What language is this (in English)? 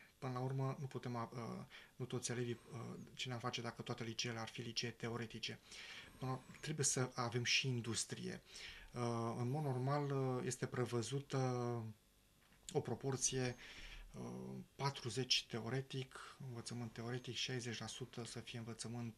Romanian